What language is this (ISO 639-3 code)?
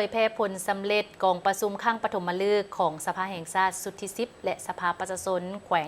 lao